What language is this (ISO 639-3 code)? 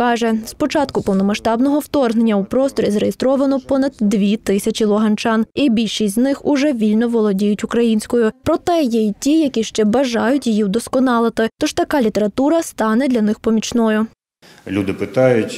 ukr